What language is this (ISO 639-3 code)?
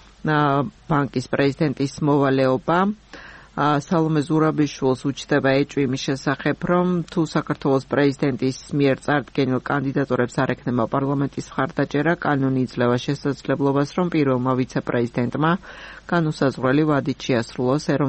kat